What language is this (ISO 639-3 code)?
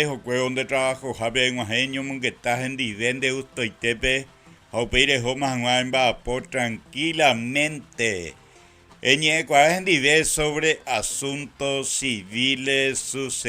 grn